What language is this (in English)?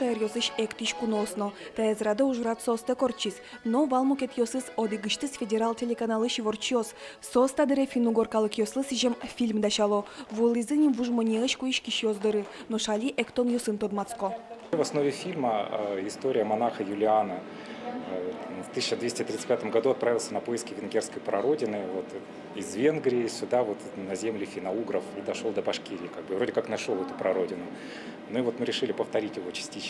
Udmurt